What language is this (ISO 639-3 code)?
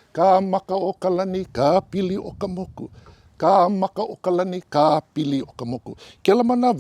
haw